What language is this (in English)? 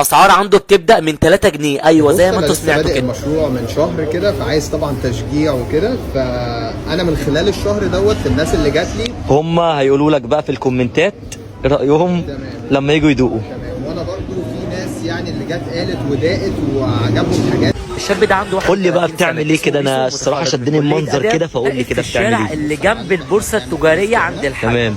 Egyptian Arabic